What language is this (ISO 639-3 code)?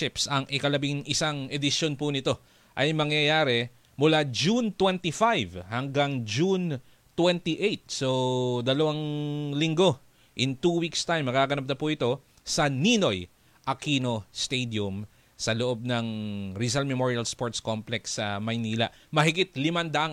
fil